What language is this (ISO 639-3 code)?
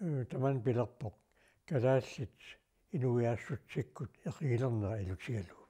kal